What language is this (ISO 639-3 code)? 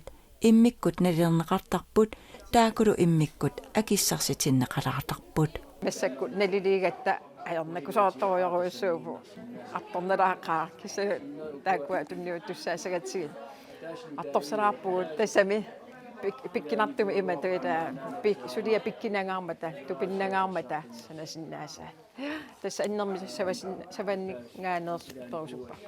kal